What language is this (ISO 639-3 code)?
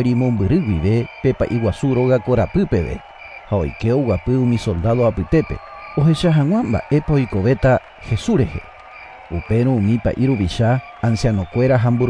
grn